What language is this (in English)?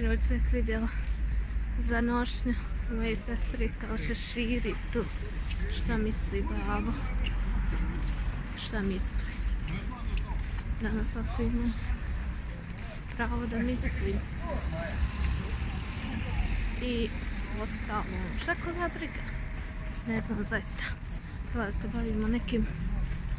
Bosnian